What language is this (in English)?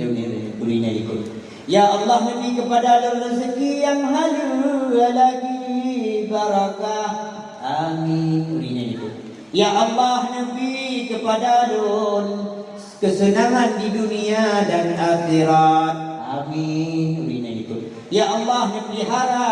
Achinese